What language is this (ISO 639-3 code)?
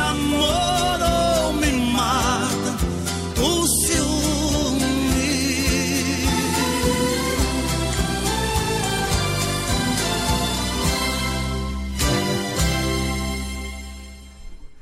por